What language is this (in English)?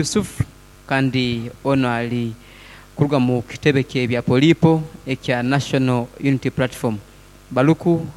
Nyoro